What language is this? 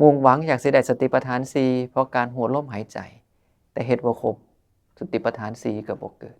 Northeastern Thai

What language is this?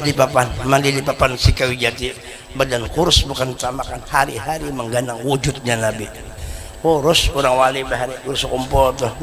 Banjar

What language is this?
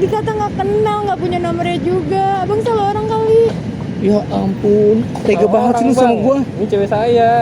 Betawi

